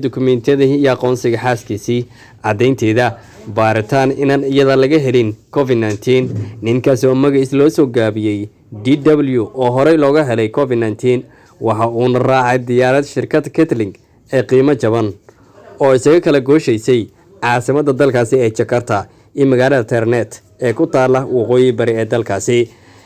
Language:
Somali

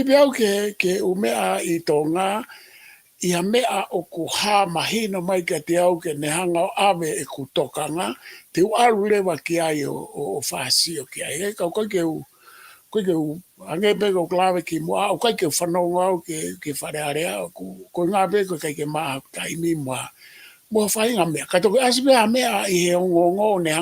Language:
Tongan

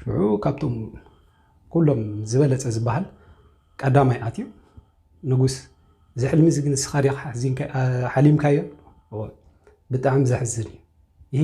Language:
Tigrinya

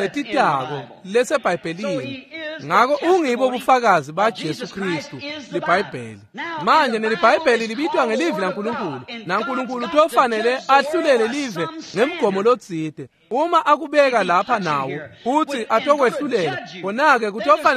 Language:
Swati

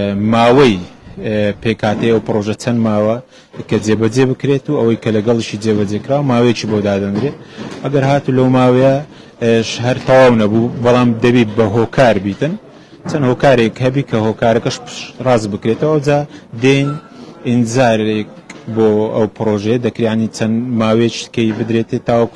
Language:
Central Kurdish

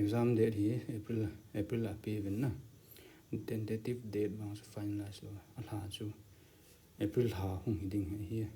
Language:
Thado Chin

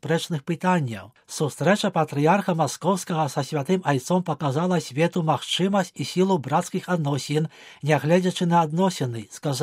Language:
Belarusian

